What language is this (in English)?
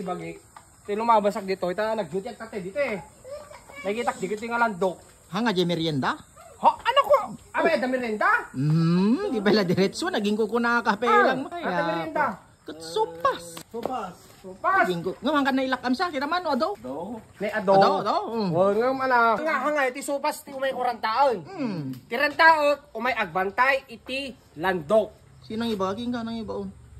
Iloko